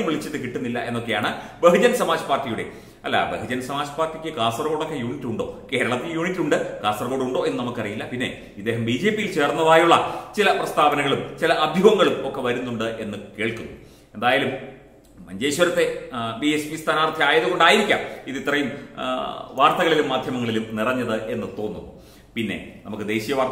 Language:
Malayalam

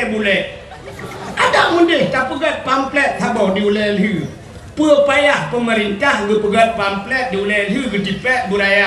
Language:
Achinese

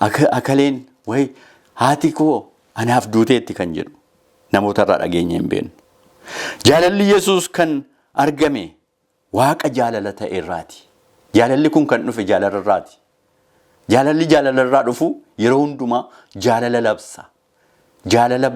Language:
Oromo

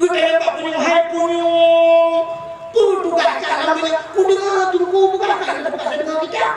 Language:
Achinese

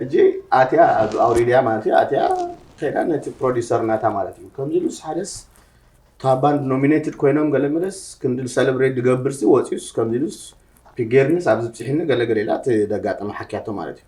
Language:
Tigrinya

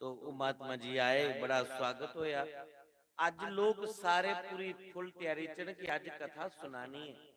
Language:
Dogri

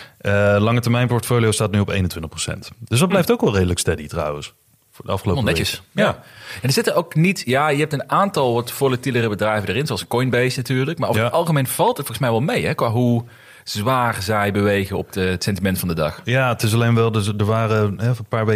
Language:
Dutch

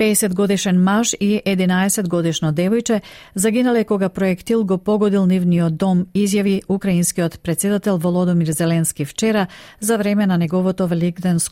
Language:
Macedonian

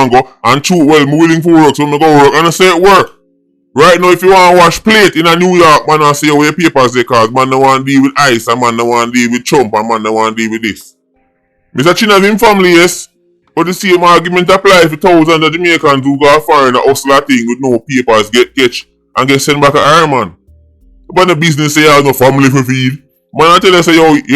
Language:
Jamaican Creole English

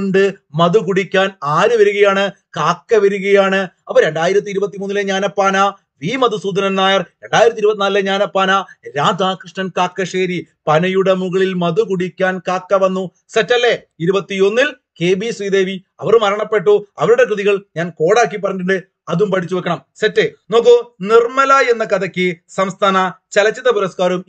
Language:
Malayalam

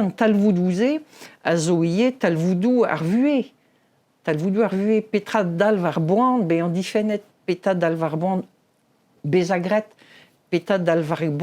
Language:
Breton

